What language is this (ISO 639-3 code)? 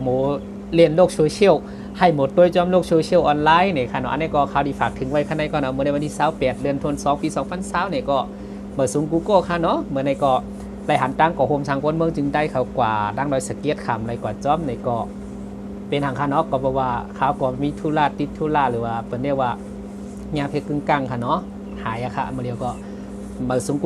shn